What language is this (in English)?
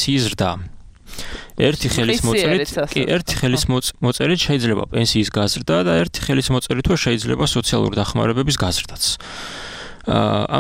Georgian